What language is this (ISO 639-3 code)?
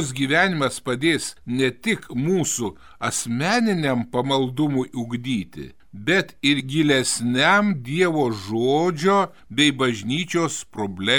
lit